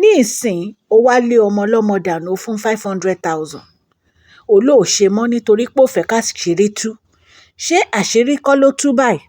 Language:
Yoruba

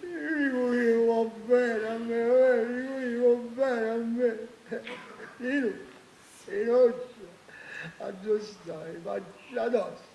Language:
Neapolitan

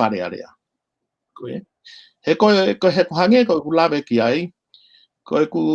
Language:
Tongan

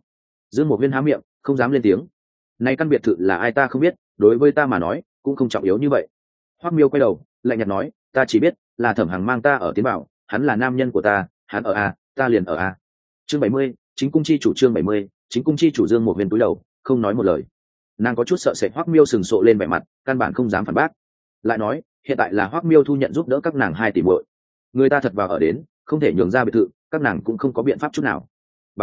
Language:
Vietnamese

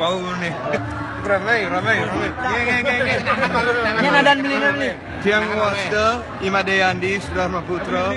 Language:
Balinese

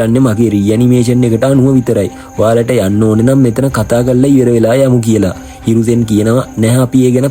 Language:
Sinhala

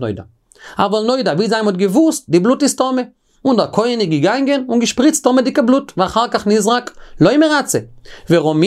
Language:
Yiddish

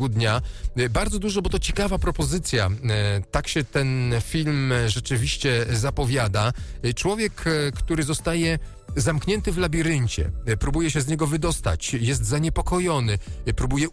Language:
Polish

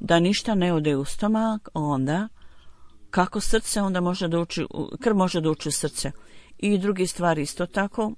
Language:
Bosnian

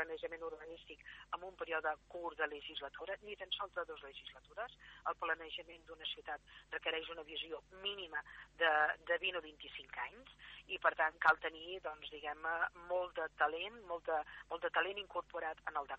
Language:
Catalan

